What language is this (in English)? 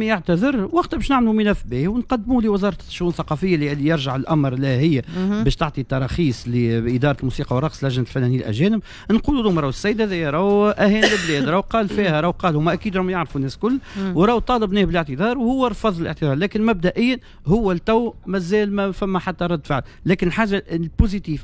Tunisian Arabic